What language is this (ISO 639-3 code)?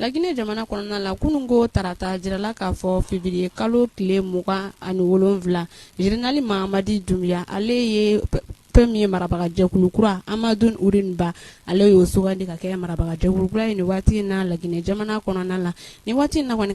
bam